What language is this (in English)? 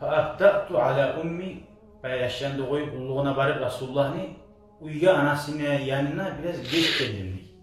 Kumyk